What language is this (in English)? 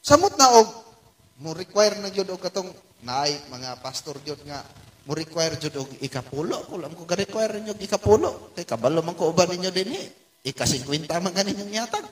Cebuano